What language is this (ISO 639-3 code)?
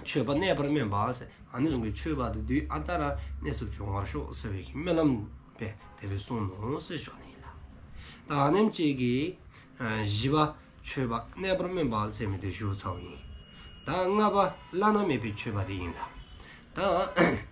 dzo